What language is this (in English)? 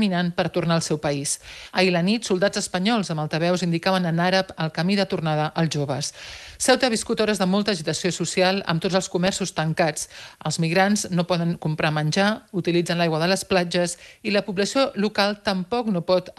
Catalan